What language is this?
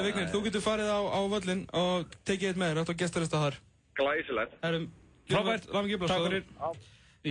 Icelandic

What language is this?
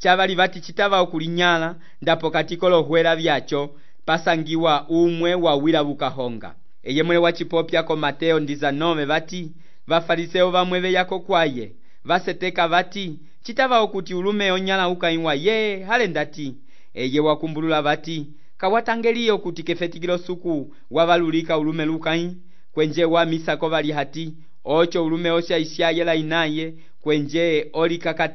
Umbundu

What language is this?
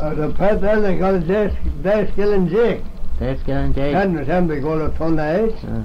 Manx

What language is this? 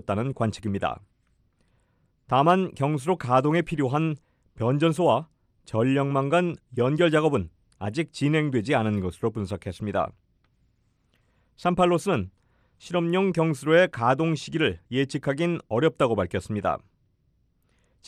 Korean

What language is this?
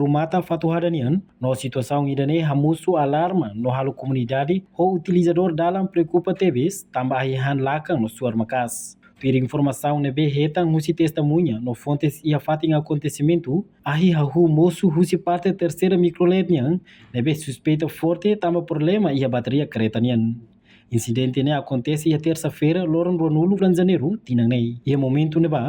Tetum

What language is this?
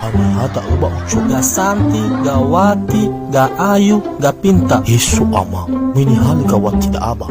Nias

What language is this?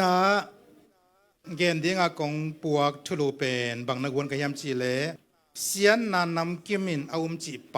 Tedim Chin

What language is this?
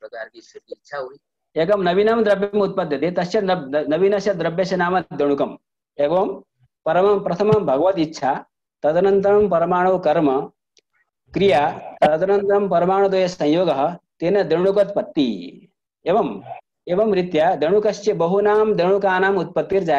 Sanskrit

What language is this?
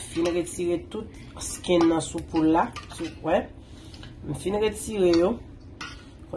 Haitian Creole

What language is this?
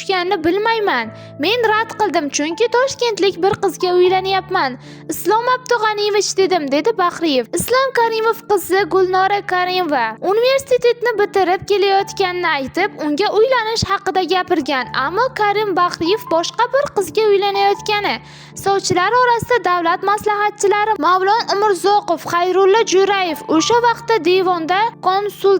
Uzbek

